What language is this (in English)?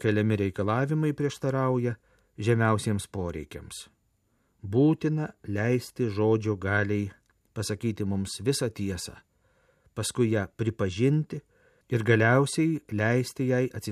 Lithuanian